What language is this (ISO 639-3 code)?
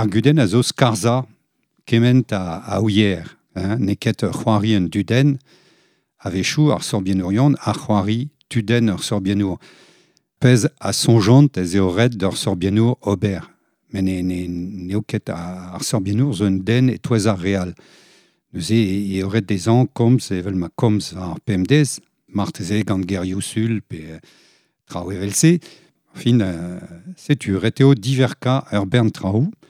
bre